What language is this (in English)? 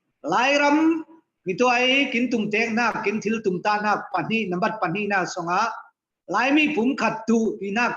Falam Chin